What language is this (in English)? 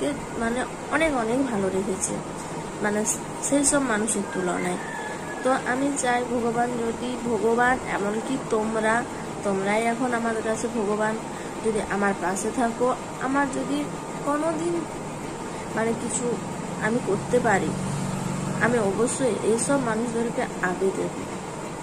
Bangla